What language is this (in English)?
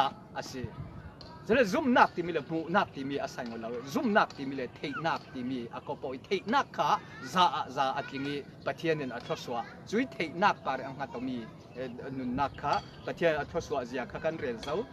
Falam Chin